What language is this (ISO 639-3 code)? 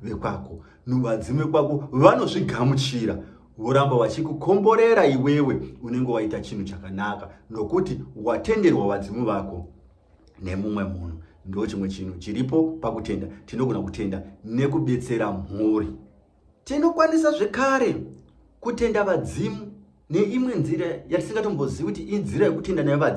sna